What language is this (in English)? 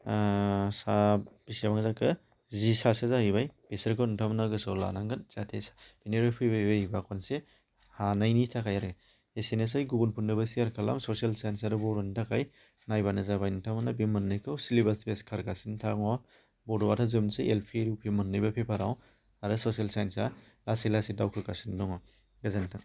Bodo